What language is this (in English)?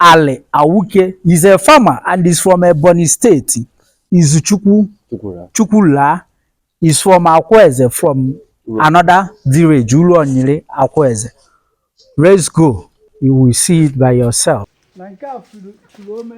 Igbo